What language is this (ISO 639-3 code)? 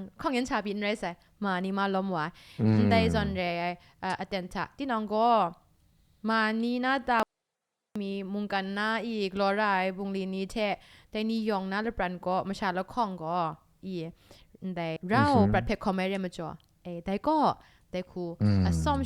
kac